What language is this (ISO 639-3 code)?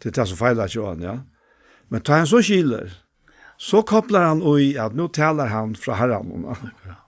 fao